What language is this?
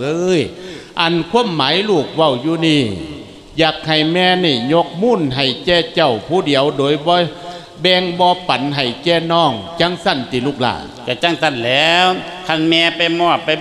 Lao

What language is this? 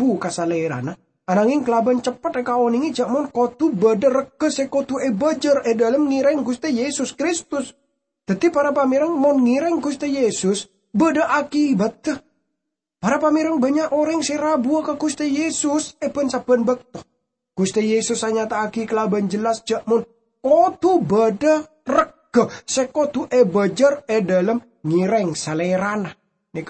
Madurese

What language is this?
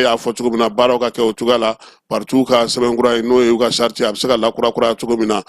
Bambara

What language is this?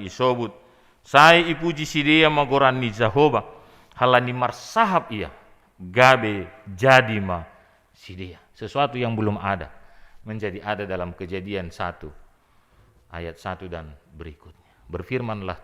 Batak Simalungun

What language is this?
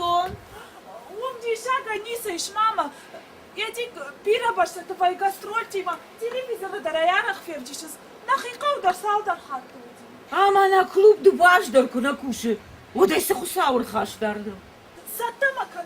Ossetic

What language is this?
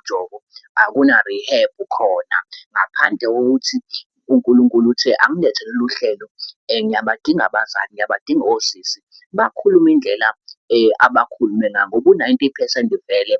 Zulu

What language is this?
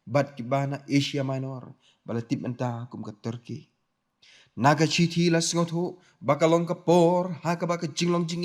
Khasi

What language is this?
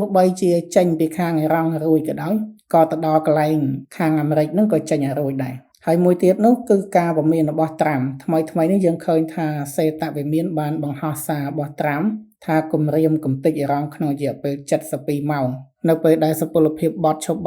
Khmer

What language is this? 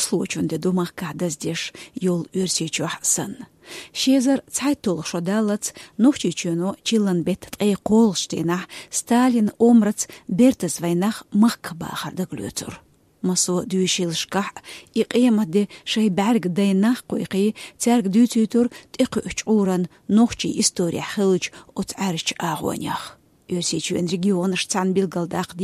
Chechen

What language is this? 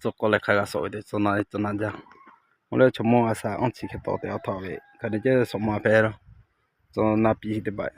Lahu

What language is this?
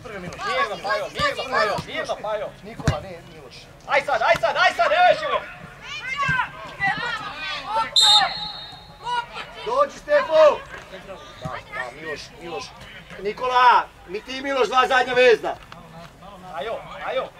Serbian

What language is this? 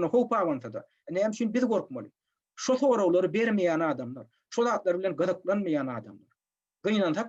Turkmen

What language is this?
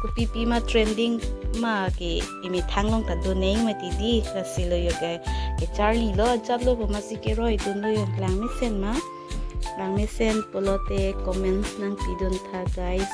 Karbi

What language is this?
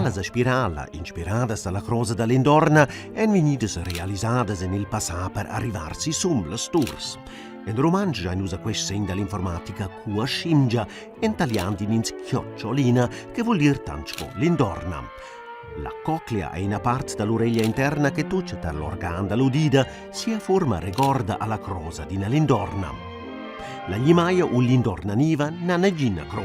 Romansh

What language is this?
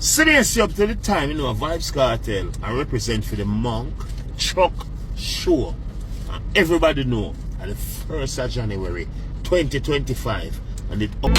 Jamaican Creole English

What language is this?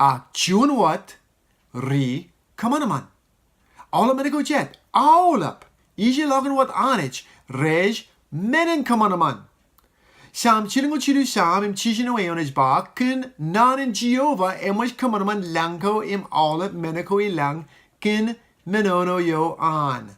Marshallese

